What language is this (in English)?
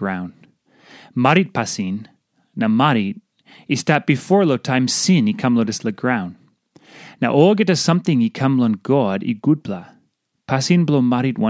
Tok Pisin